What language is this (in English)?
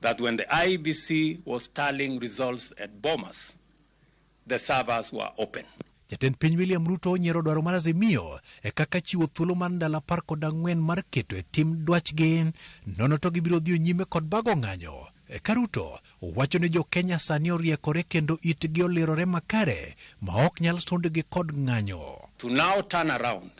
Luo (Kenya and Tanzania)